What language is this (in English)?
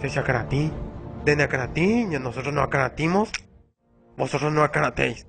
Guarani